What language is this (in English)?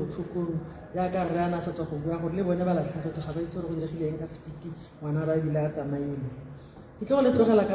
Tswana